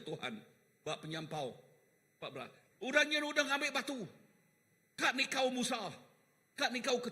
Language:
Iban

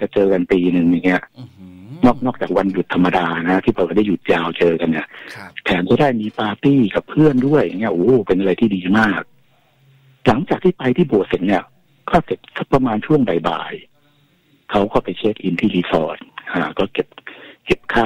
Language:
Thai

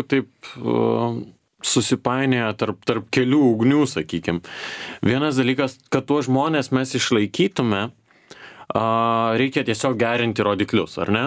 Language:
Lithuanian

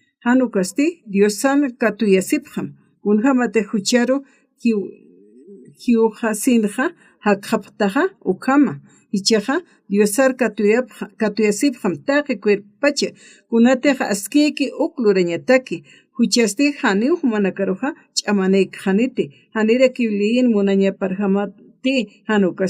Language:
Aymara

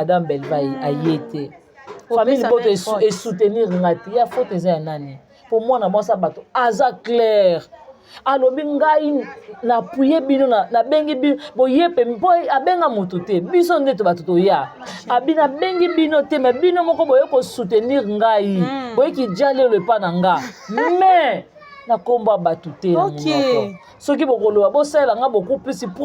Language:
Lingala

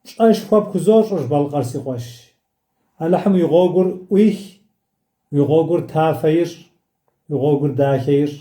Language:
Kabardian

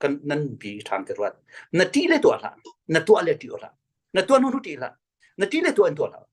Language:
Falam Chin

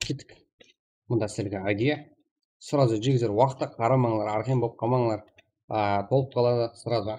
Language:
Kara-Kalpak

